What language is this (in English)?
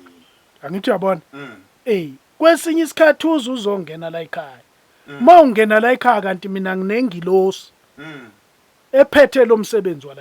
Zulu